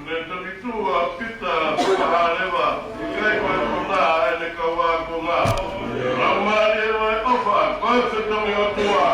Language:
Tongan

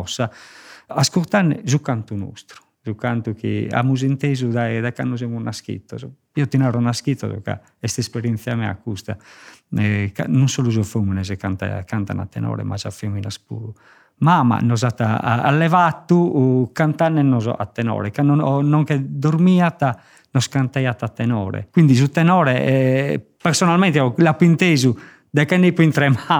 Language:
Sardinian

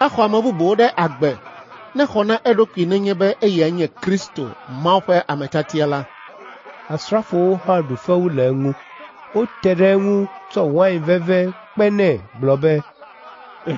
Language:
Ewe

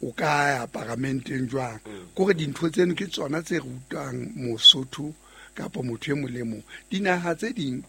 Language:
Southern Sotho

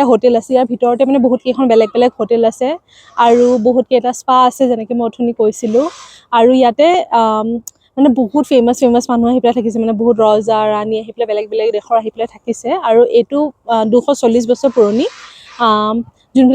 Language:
Assamese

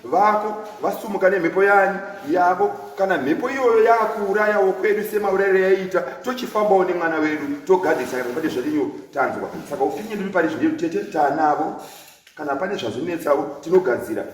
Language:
Shona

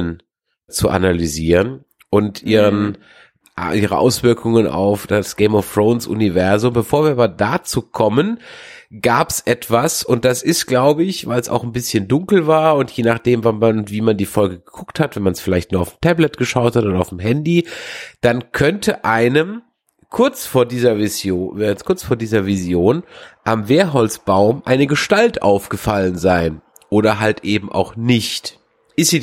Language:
German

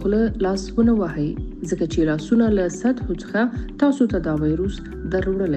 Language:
Pashto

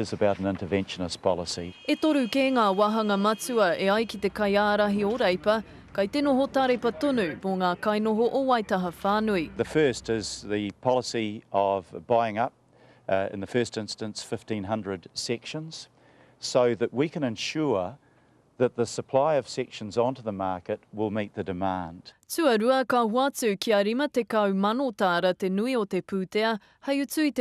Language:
Māori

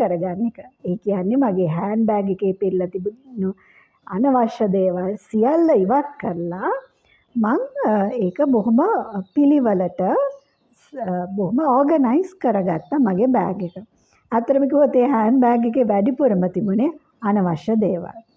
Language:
Sinhala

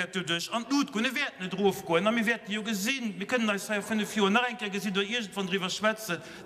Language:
Luxembourgish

